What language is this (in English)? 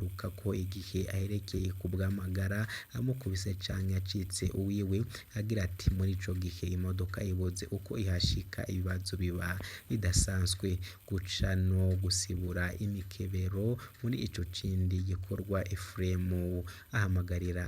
Rundi